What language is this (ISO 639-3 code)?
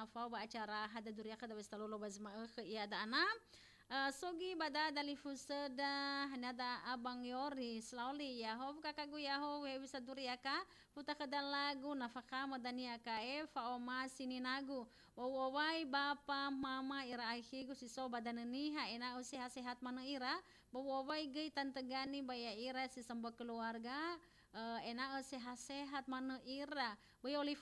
nia